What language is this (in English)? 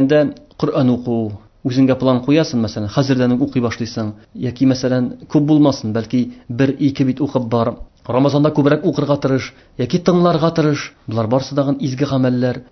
Tatar